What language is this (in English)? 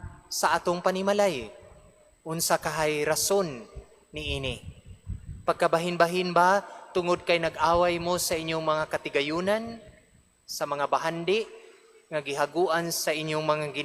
Cebuano